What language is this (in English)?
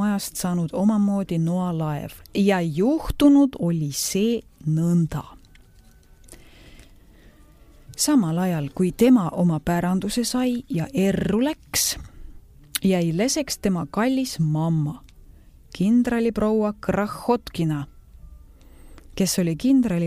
Estonian